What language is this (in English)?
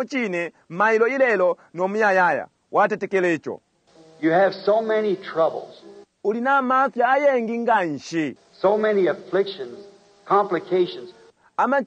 Bemba